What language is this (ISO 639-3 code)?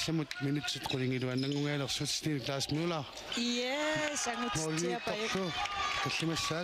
kal